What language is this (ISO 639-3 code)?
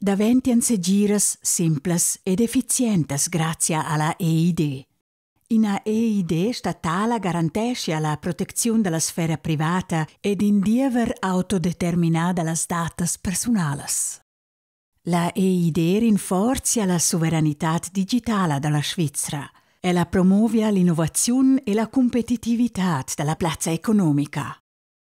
roh